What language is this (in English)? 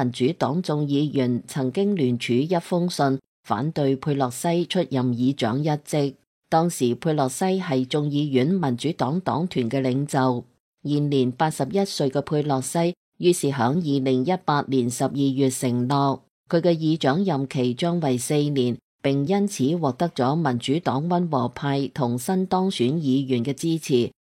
Cantonese